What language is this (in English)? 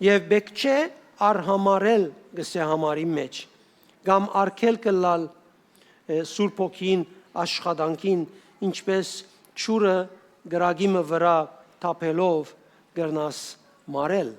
Western Armenian